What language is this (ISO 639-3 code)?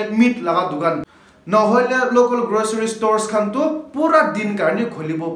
nag